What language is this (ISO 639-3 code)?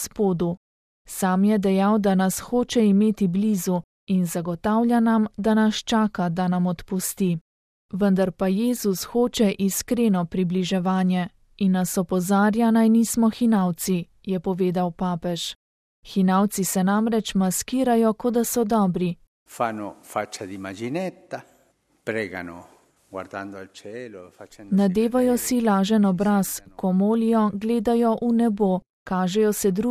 slv